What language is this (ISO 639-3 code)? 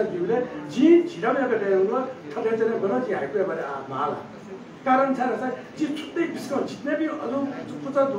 new